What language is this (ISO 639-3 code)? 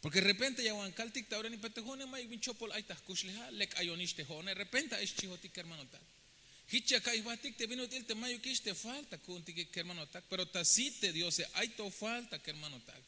tzh